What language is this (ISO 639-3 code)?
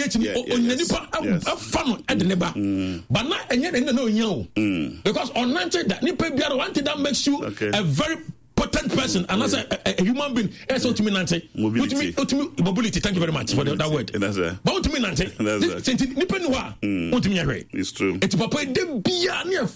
aka